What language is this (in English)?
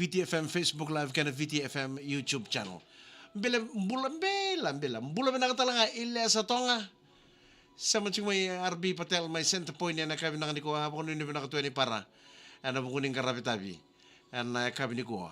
Fijian